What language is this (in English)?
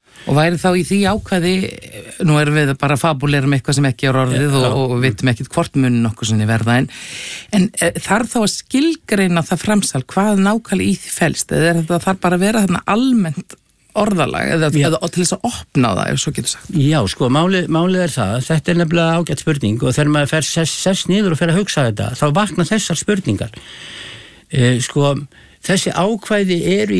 Icelandic